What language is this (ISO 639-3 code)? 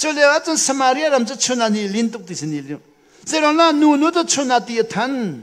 cnh